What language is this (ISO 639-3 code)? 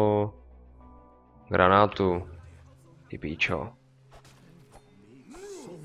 ces